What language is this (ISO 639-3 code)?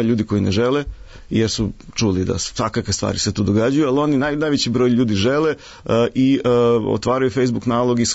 srp